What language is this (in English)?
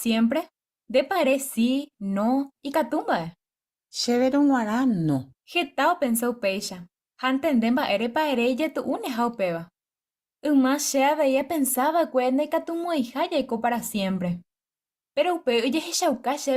Guarani